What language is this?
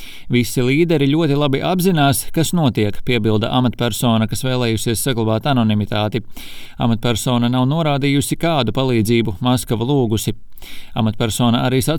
Latvian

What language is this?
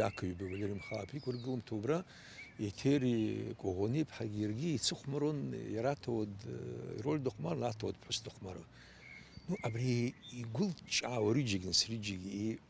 Abkhazian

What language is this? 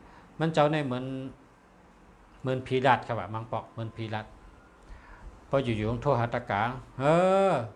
Shan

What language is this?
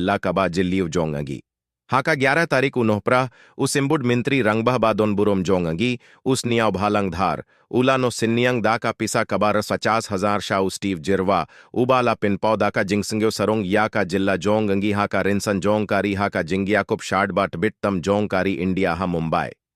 Khasi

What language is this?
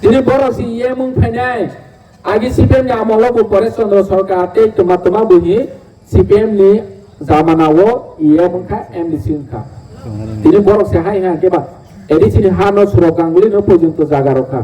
Kok Borok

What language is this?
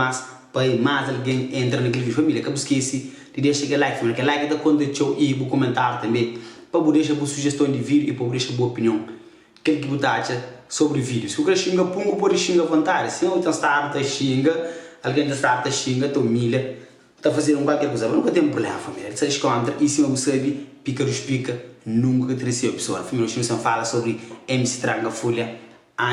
Kabuverdianu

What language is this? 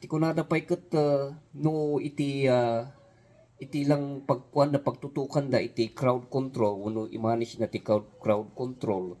Iloko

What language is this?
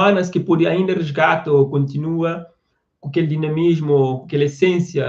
Kabuverdianu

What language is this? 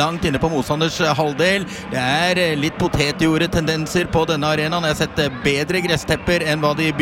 Norwegian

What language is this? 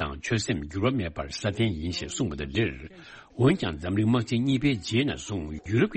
Tibetan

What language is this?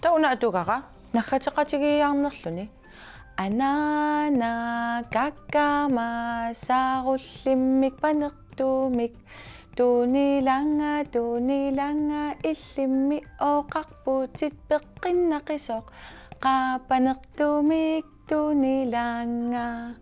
Kalaallisut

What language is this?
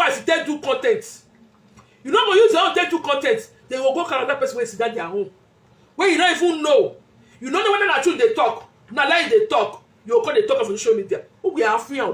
Nigerian Pidgin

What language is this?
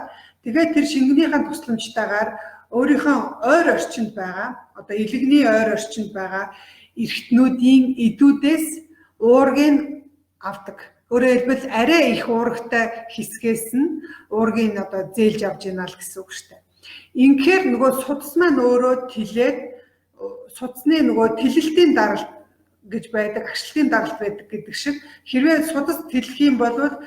Mongolian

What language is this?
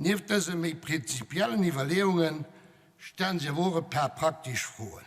Luxembourgish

